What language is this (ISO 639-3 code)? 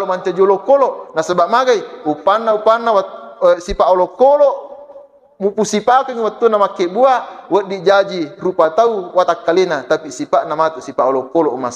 bug